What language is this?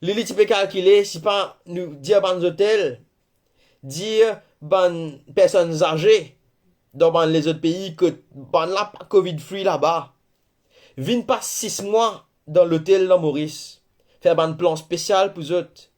Morisyen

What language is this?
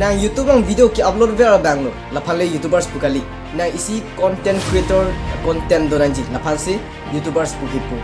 Karbi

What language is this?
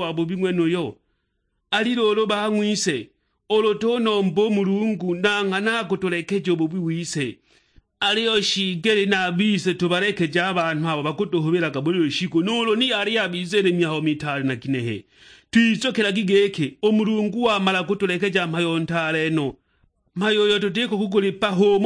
Sukuma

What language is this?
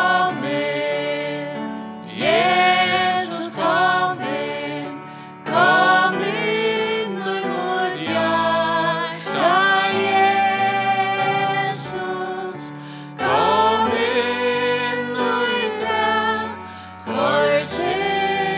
Faroese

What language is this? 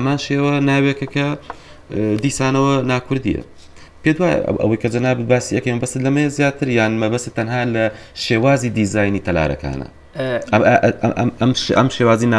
Central Kurdish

